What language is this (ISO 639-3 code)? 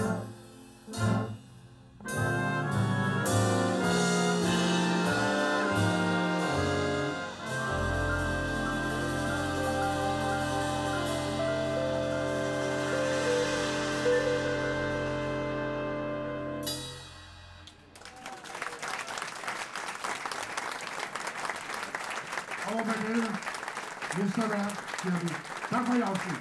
dan